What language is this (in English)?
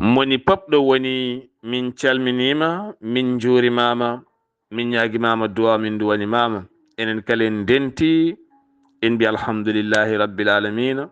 Fula